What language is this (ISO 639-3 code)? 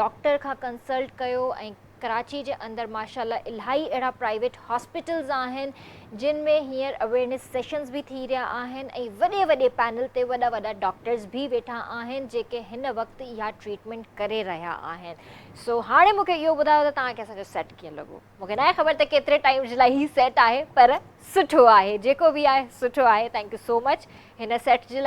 snd